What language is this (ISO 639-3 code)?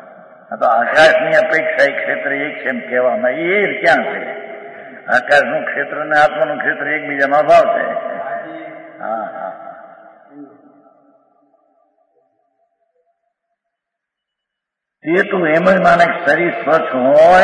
guj